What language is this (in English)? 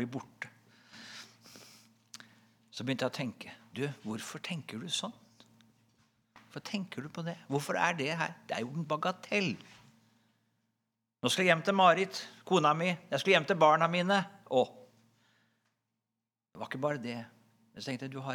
Norwegian